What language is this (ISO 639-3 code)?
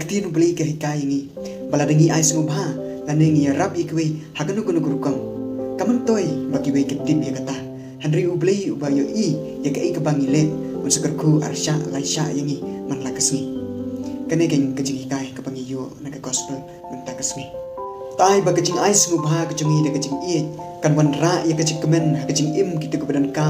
kha